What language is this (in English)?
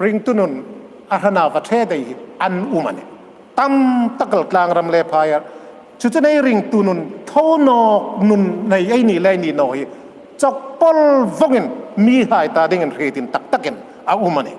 Hmar